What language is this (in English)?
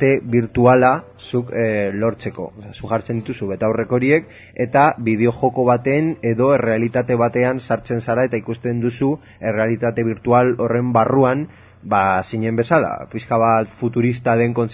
Basque